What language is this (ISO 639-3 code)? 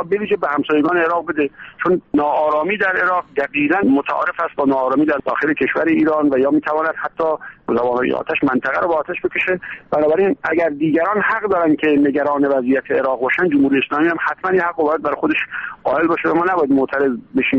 fas